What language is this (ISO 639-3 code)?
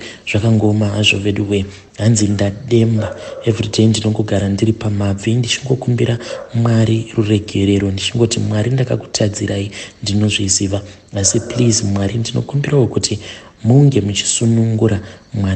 sna